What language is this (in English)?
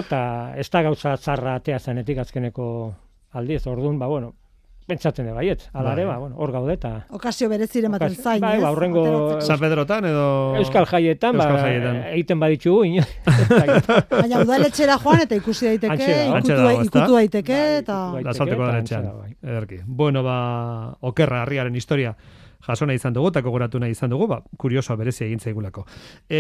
Basque